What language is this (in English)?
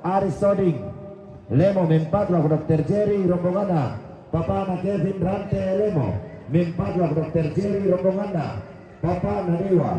Toraja-Sa'dan